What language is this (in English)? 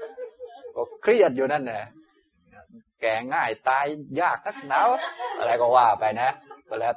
Thai